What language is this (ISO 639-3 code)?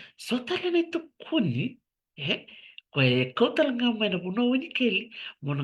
fij